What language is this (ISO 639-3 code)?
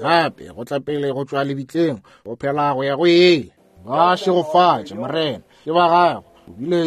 nso